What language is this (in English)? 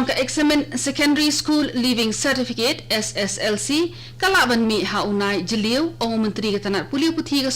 Khasi